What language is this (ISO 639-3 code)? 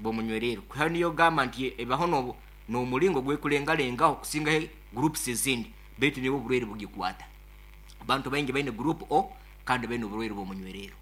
nyo